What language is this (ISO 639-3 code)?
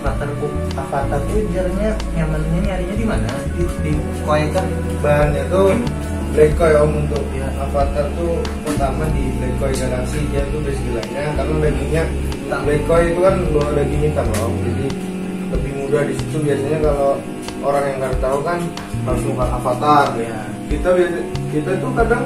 bjn